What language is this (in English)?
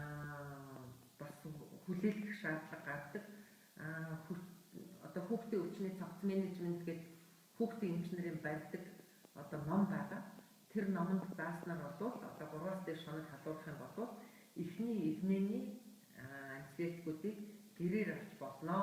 Mongolian